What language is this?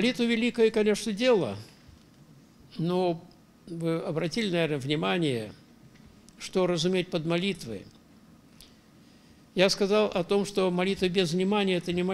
Russian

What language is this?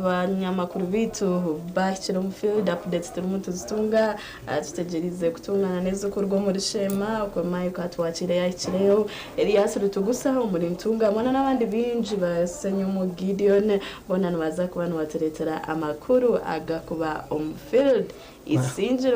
Nyankole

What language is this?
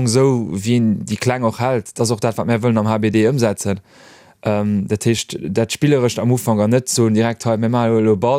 Luxembourgish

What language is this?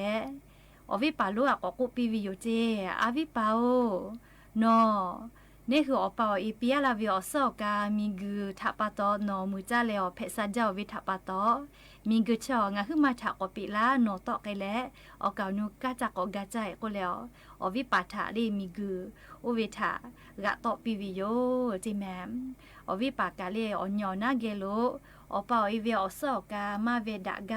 Lahu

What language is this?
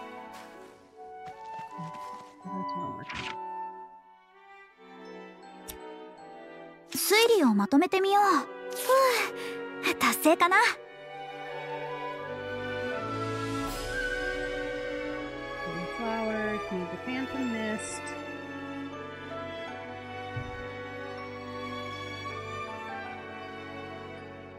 Japanese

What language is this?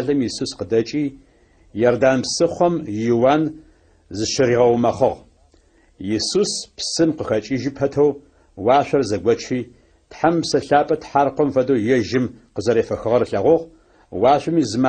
Adyghe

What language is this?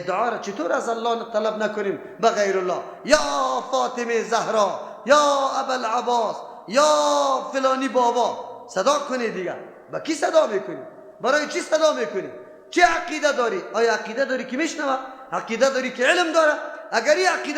Persian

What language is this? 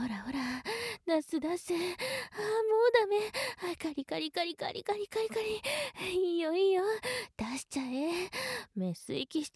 Japanese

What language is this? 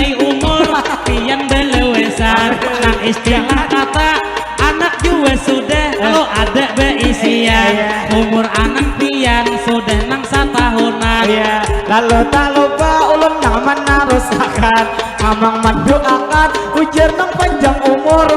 Banjar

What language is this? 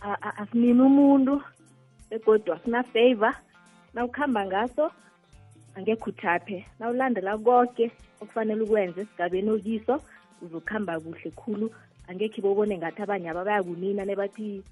South Ndebele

